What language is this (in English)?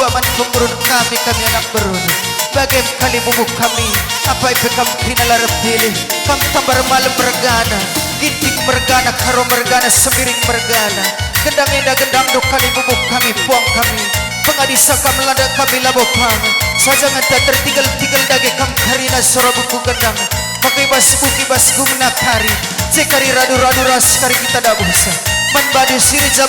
Batak Karo